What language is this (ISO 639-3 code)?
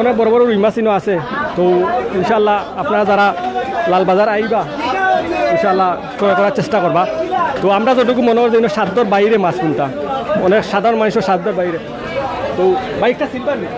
syl